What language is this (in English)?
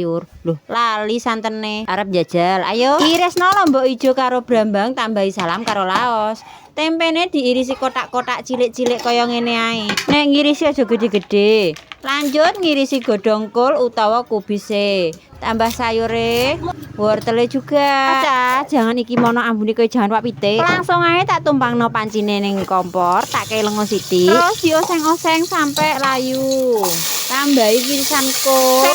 Javanese